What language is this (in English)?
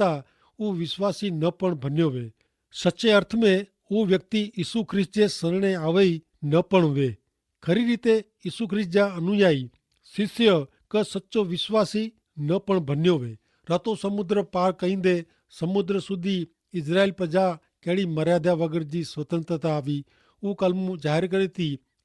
Kachhi